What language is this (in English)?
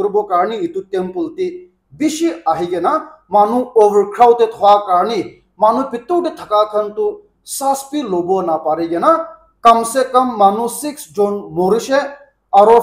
Naga Pidgin